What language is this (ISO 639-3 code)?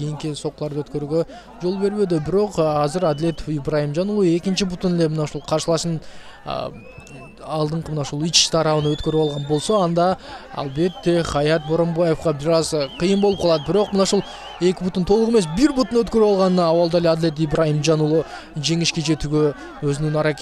kir